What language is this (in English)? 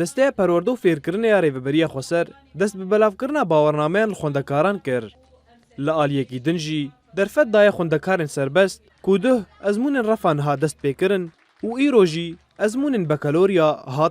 Kurdish